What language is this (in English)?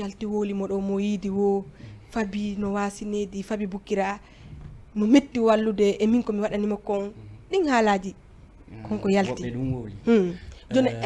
Fula